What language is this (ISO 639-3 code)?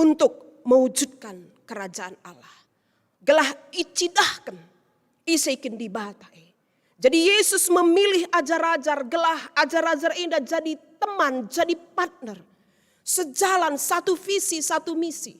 btx